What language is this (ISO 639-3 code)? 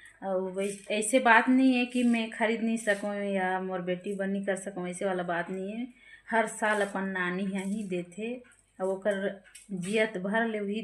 hne